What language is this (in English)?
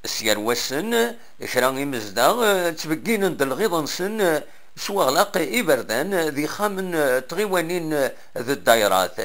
Kabyle